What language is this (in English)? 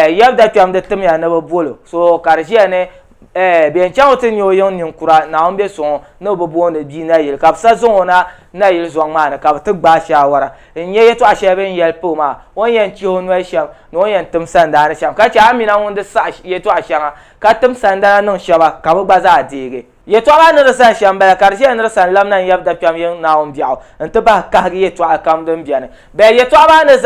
Dagbani